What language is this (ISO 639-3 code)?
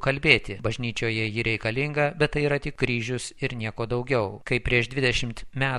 lit